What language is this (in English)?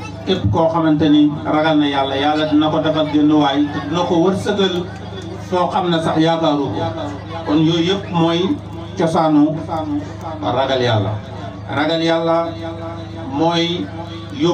Wolof